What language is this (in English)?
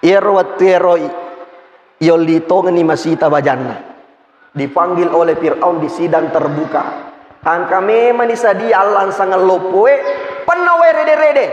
Buginese